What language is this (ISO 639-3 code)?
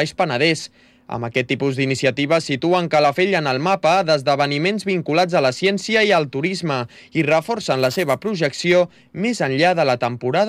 cat